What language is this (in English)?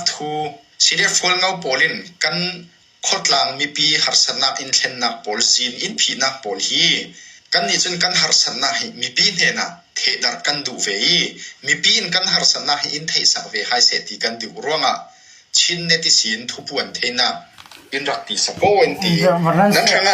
Hakha Chin